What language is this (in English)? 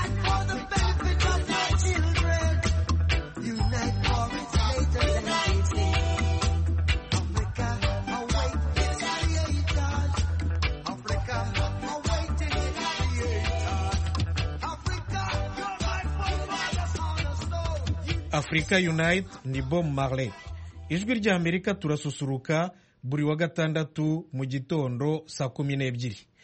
Kinyarwanda